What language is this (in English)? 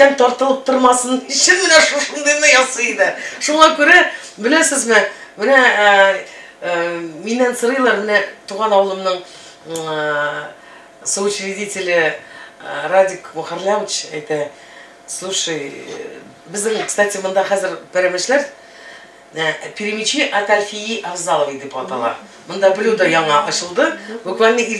Tatar